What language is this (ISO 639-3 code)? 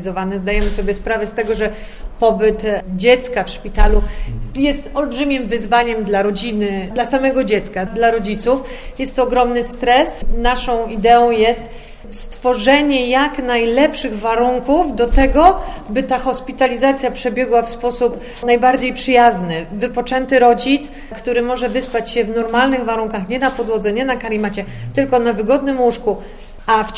pol